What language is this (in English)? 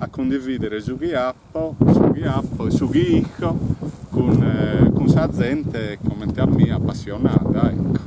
Sardinian